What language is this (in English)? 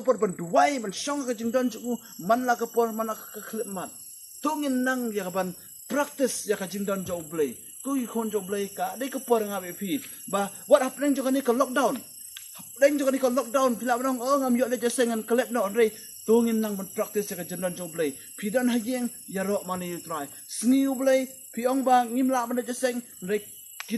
Khasi